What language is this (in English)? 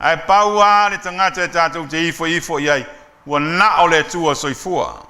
Samoan